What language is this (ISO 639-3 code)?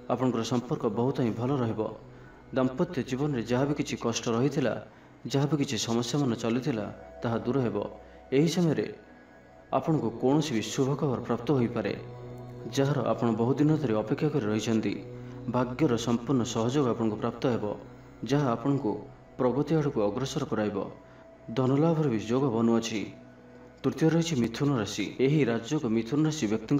ori